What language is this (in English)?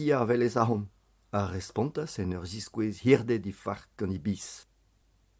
Breton